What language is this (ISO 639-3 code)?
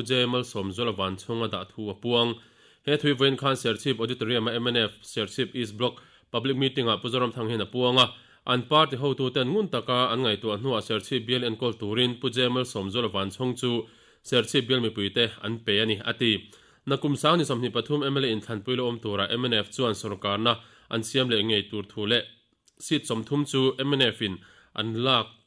lus